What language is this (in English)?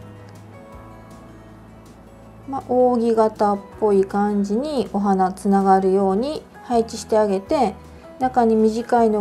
Japanese